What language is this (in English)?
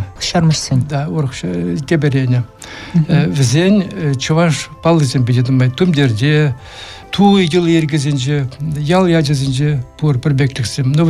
Chuvash